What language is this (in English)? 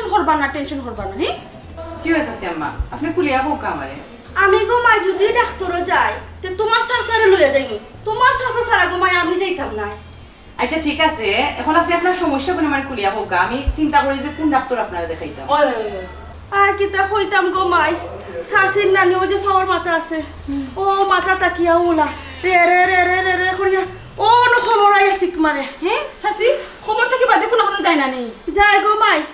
Sylheti